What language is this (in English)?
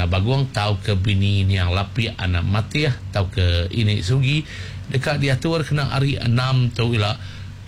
Iban